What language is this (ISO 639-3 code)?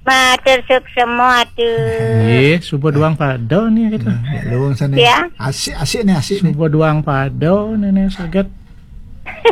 ban